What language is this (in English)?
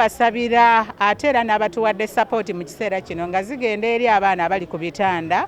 Ganda